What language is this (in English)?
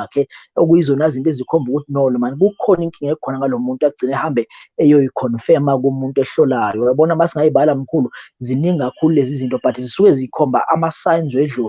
Zulu